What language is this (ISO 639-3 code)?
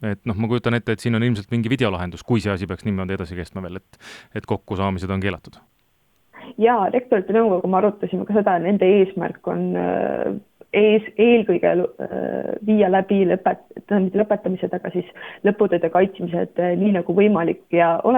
est